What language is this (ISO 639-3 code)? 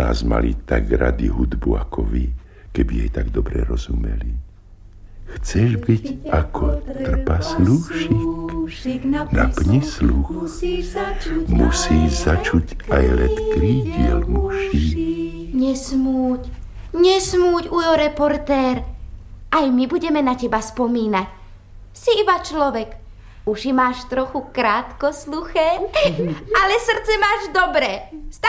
slk